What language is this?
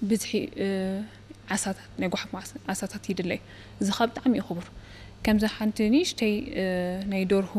Tigrinya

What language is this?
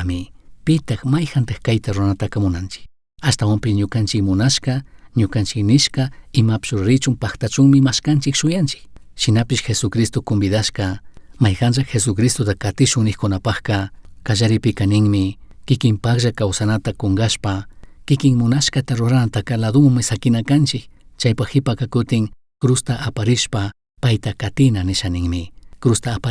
Chimborazo Highland Quichua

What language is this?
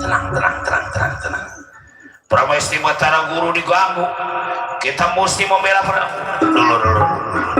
Betawi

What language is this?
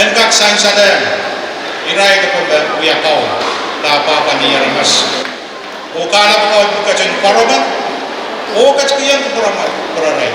Pohnpeian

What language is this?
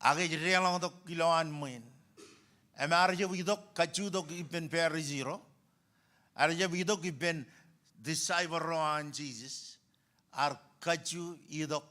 Marshallese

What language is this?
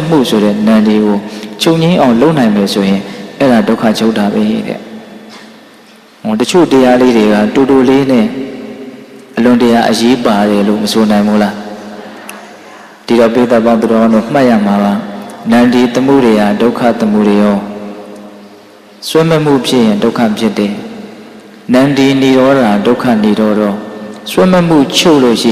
Burmese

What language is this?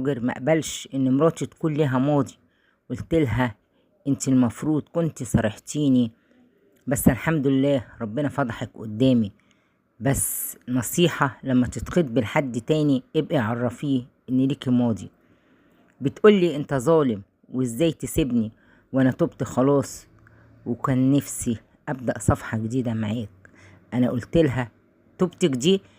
Egyptian Arabic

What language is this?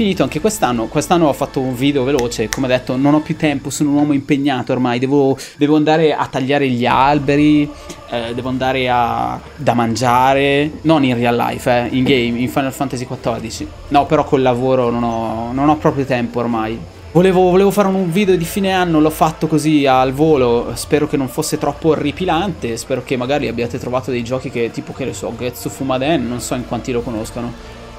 Italian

